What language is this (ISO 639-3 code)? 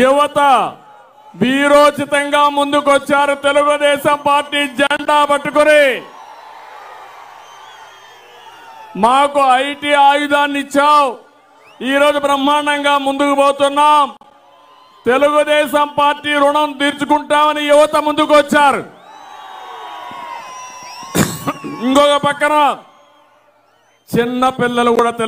tel